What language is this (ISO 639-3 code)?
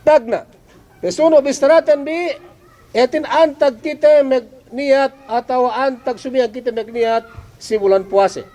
yka